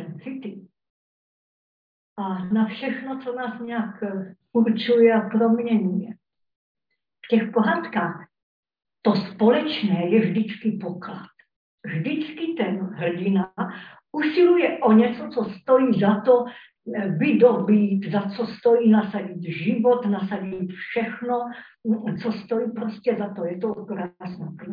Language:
Czech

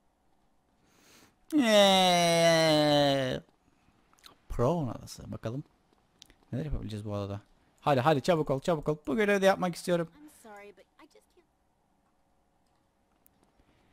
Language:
Turkish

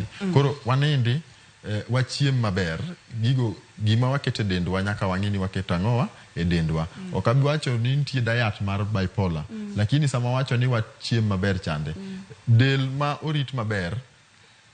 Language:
Luo (Kenya and Tanzania)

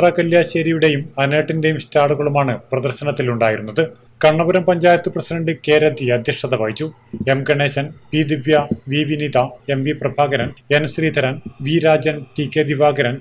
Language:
Malayalam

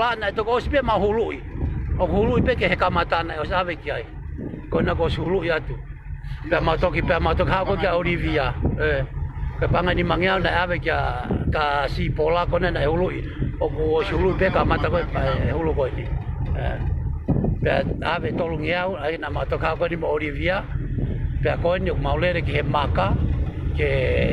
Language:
Tongan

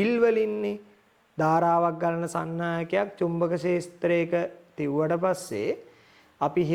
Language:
Sinhala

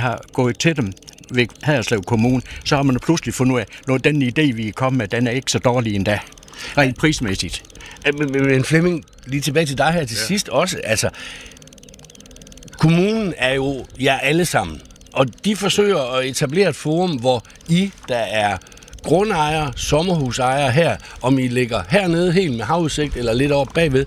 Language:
Danish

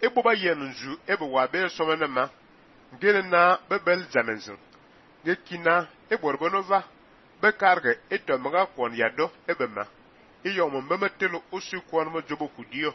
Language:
Fang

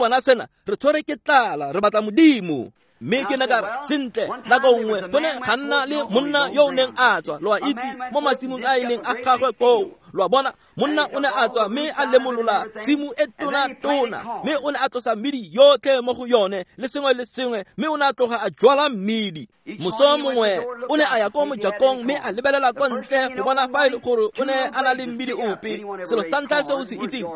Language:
Tswana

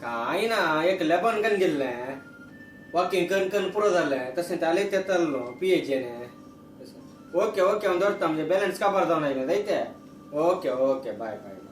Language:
Konkani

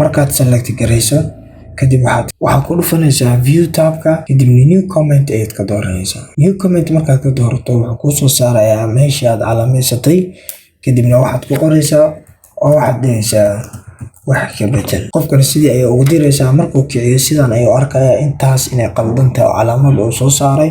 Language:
Somali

